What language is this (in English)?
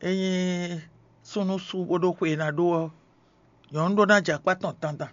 Fon